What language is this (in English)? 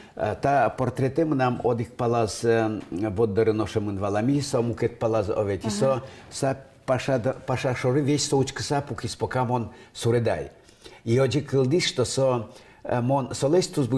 Udmurt